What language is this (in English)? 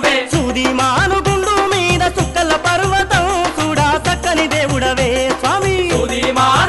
Telugu